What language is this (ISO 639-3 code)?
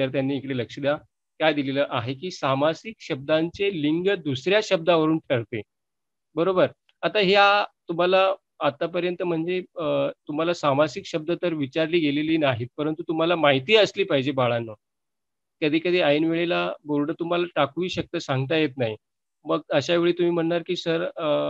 mar